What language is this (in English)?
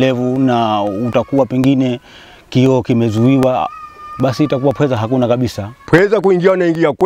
Swahili